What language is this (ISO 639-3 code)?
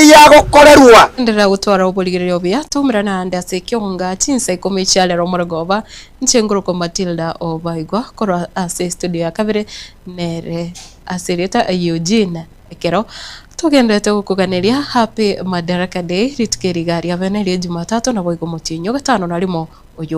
guz